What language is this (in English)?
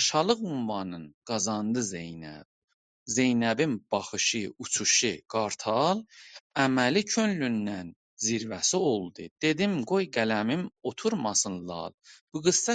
South Azerbaijani